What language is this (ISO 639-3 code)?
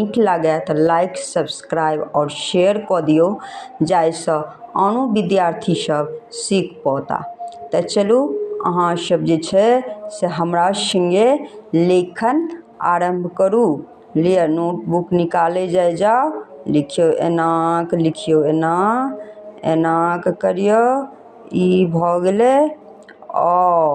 mai